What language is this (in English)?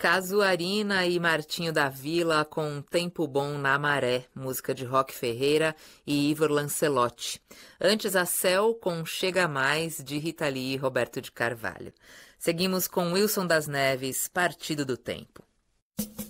Portuguese